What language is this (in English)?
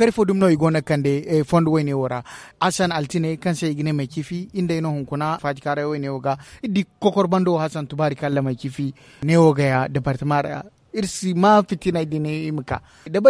Zarma